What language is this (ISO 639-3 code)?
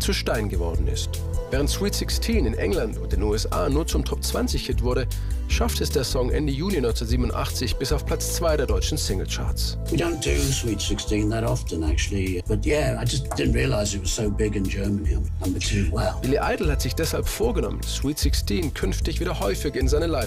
deu